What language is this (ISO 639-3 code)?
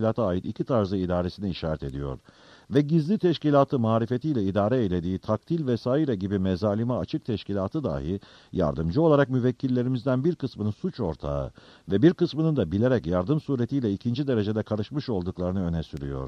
tur